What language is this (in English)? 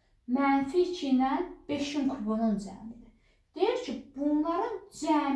Azerbaijani